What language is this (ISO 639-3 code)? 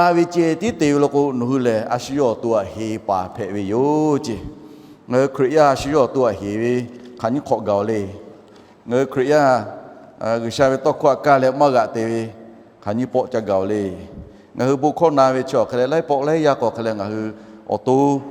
lhu